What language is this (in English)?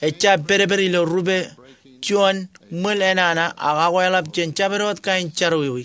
Marshallese